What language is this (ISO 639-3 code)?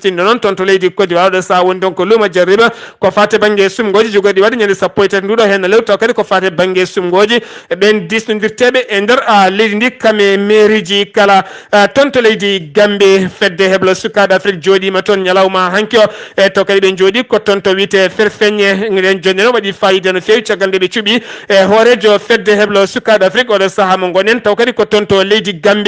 ful